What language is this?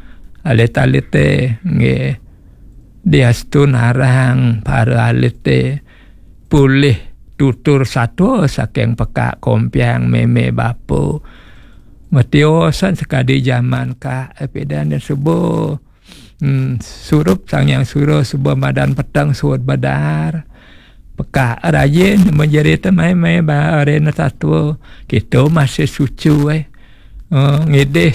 Balinese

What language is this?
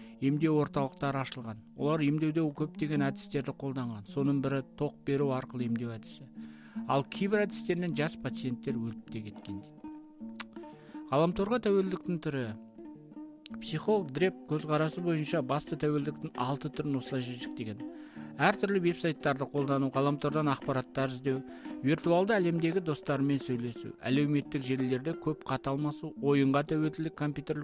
Kazakh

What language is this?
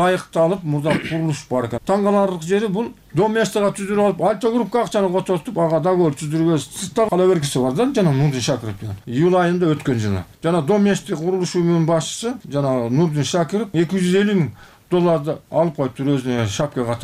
Kyrgyz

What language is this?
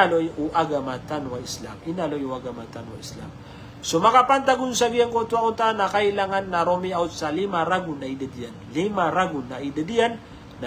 Maranao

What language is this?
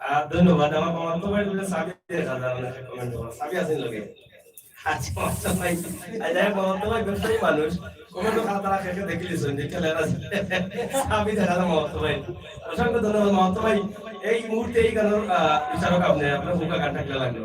Sylheti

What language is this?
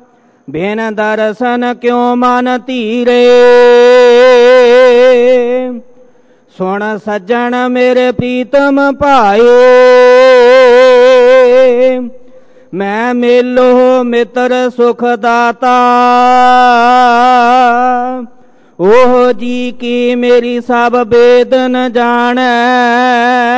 Punjabi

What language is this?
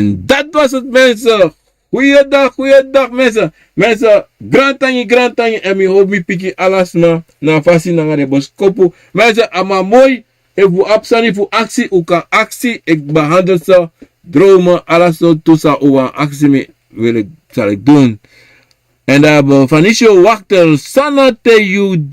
Sranan Tongo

